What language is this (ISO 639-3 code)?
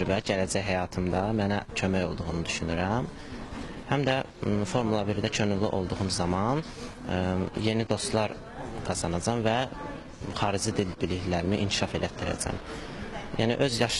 aze